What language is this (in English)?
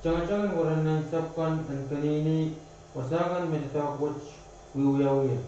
Pohnpeian